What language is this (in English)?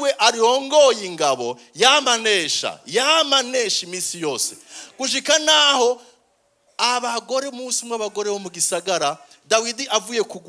Rundi